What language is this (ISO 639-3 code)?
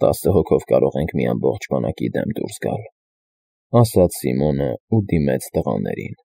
hye